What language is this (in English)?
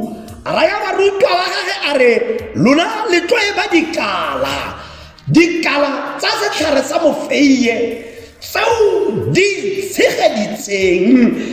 Tswana